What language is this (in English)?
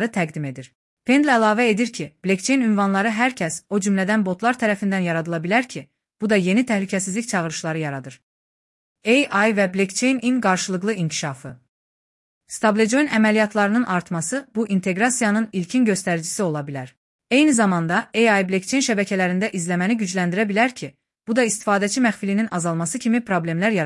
Azerbaijani